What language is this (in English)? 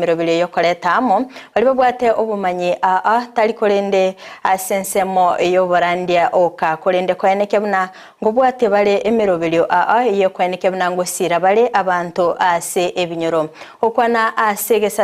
Gusii